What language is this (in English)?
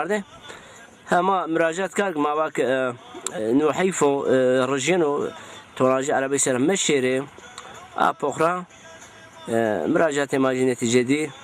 Zaza